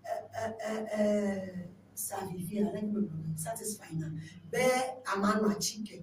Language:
Ewe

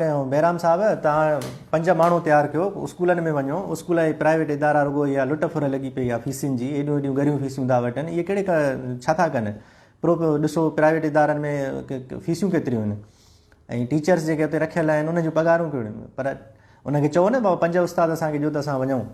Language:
Sindhi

